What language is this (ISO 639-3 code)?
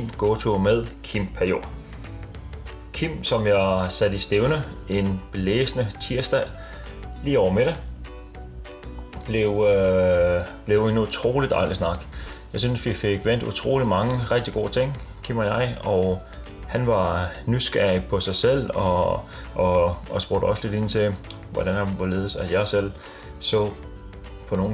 dan